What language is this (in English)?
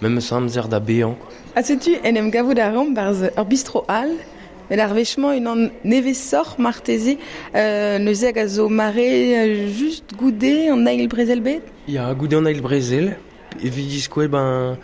Breton